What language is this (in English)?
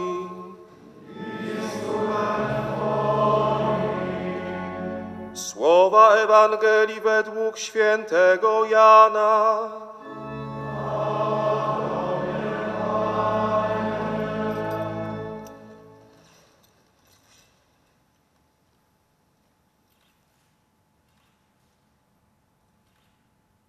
Polish